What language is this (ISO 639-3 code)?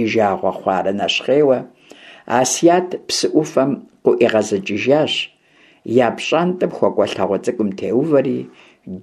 kbd